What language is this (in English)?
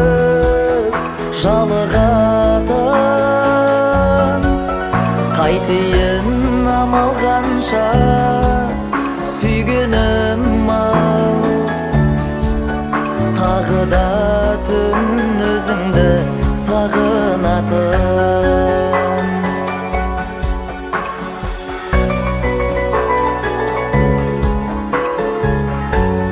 Kazakh